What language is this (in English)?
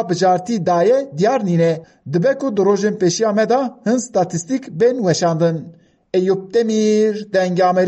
Kurdish